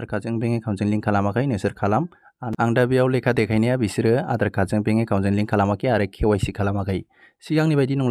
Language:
Bodo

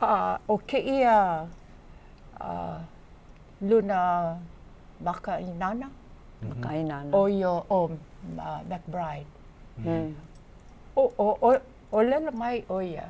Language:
Hawaiian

